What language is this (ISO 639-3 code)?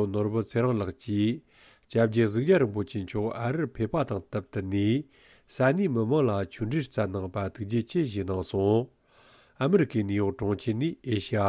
bod